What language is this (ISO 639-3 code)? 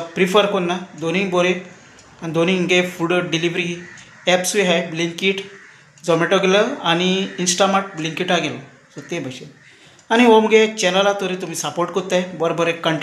kok